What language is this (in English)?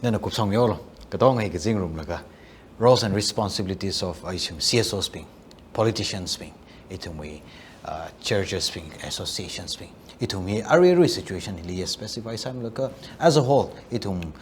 Tangkhul Naga (India)